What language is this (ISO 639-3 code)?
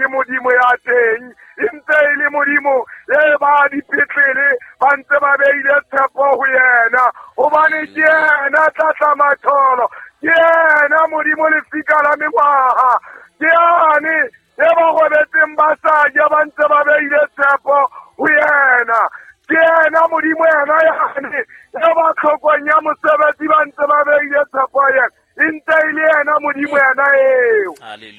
sot